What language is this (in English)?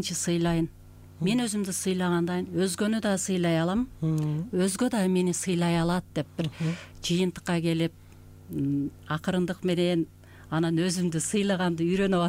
Kyrgyz